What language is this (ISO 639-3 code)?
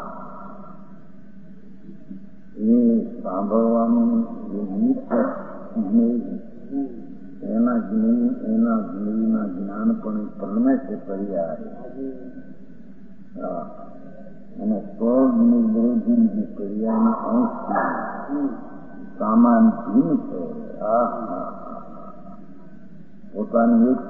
guj